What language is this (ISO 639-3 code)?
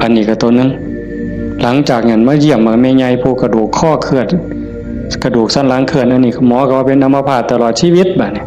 tts